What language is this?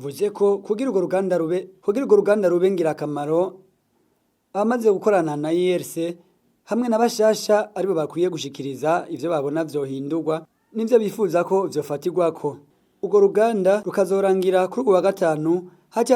Rundi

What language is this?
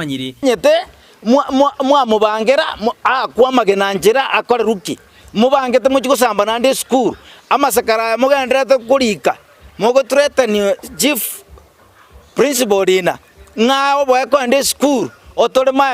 Gusii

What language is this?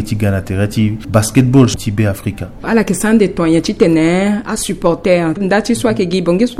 Sango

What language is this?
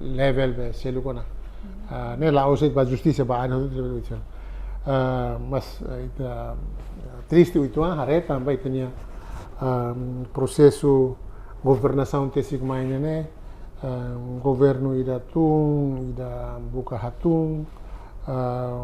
Tetum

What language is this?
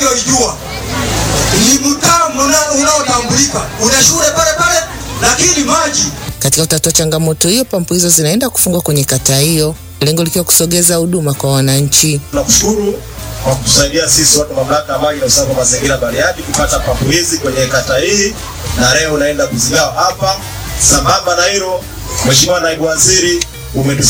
Swahili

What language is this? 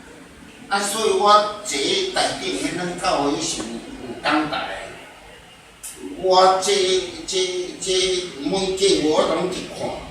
Min Nan Chinese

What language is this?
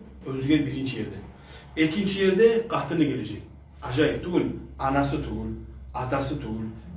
Kumyk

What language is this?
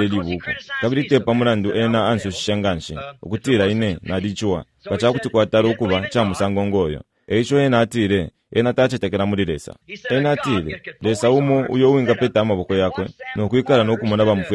Bemba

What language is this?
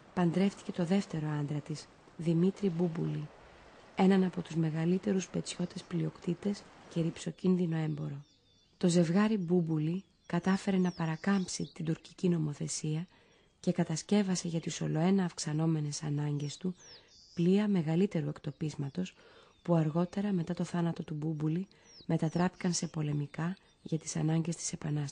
Greek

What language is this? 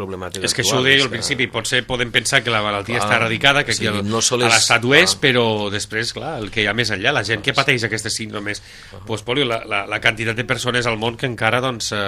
Catalan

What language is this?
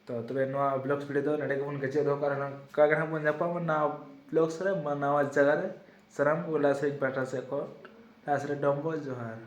Santali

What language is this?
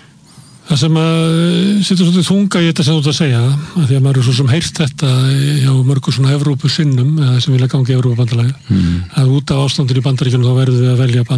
Icelandic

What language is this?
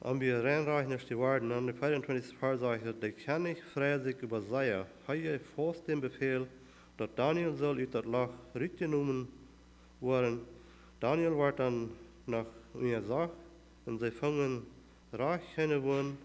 Plautdietsch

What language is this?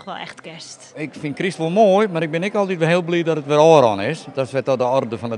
Western Frisian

